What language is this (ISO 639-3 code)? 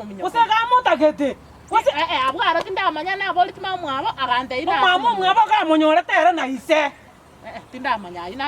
guz